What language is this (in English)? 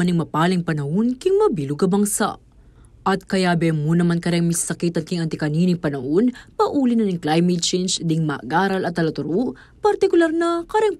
Pampanga